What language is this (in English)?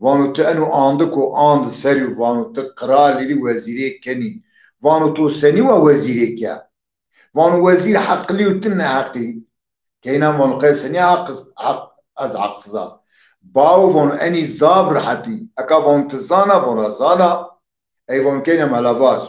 Zaza